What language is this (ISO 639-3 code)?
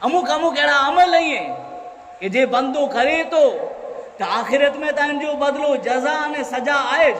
kfr